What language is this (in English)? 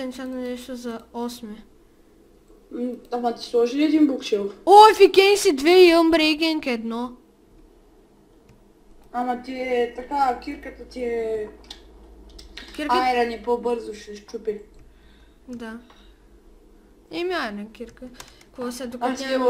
Bulgarian